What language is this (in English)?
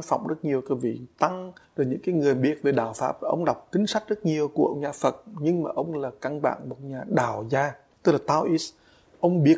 Vietnamese